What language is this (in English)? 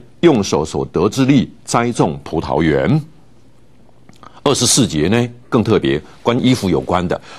Chinese